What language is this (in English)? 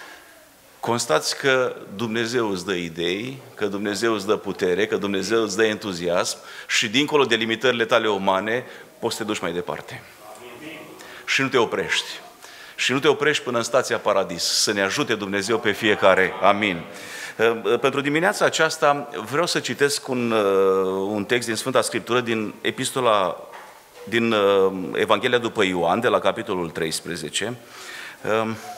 Romanian